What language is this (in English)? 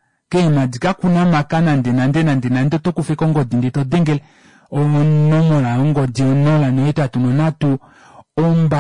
Kuanyama